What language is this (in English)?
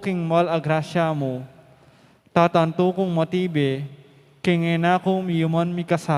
Pampanga